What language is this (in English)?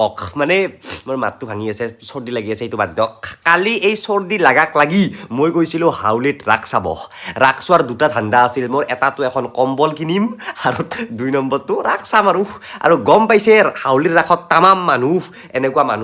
Assamese